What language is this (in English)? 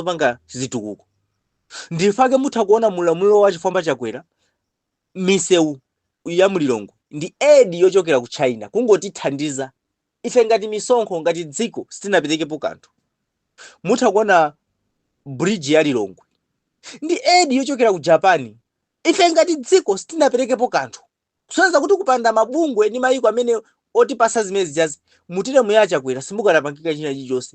Nyanja